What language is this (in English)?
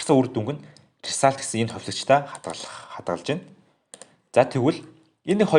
Mongolian